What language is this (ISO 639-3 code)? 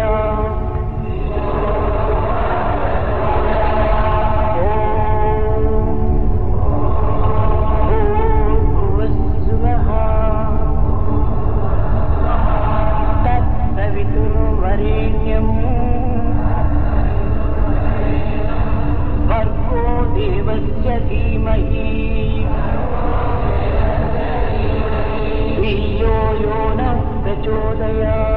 san